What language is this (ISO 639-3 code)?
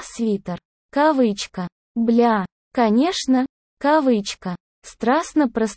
rus